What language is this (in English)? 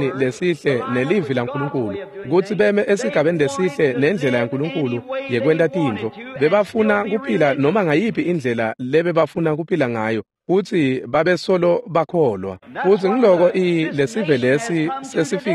Swati